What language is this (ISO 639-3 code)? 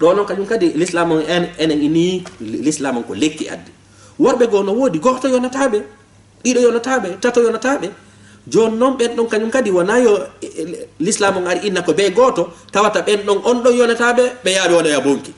ful